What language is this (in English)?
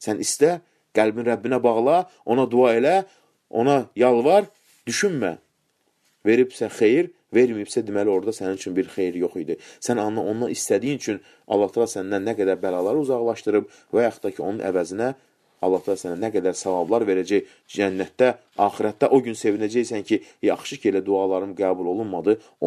Azerbaijani